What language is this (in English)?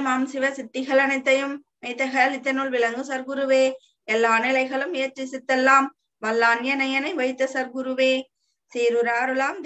Tamil